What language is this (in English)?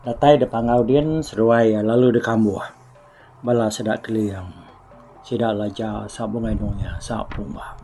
Iban